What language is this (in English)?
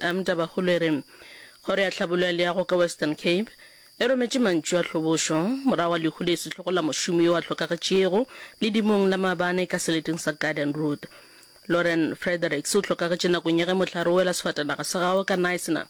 Northern Sotho